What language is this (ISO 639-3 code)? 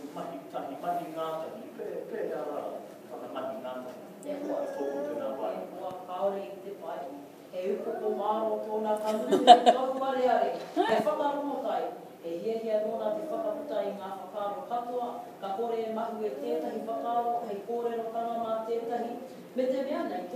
mri